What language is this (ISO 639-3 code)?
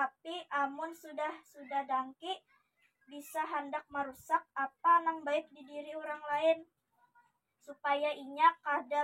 bjn